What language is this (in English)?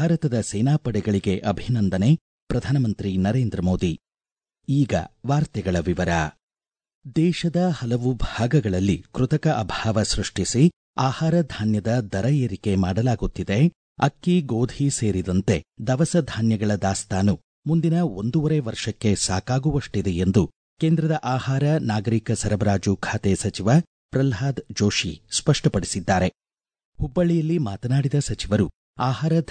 Kannada